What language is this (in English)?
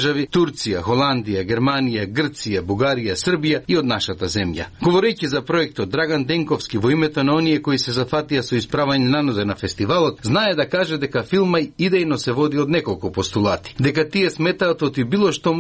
Macedonian